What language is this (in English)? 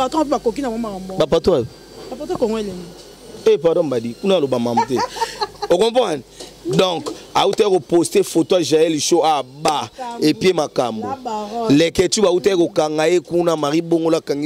Lingala